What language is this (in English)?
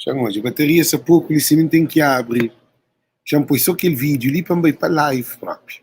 Kabuverdianu